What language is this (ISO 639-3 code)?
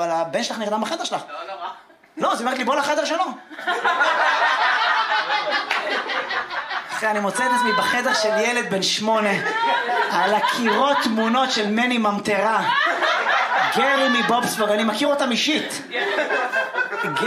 heb